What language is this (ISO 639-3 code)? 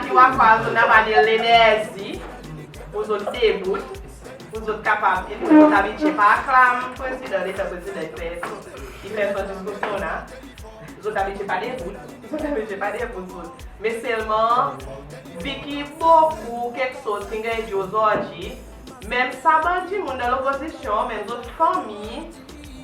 crs